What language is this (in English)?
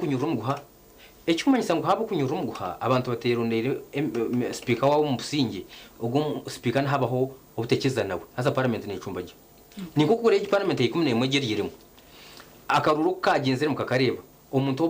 Nyankole